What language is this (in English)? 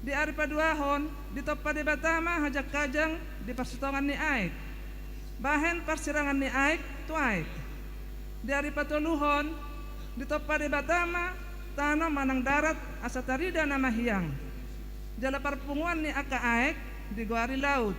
Batak Toba